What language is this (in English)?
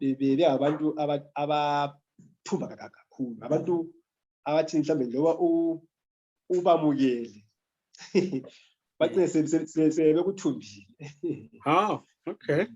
Zulu